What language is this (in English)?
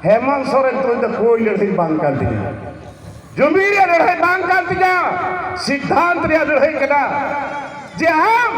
Santali